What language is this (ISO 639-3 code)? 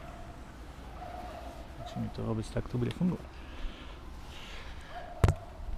slk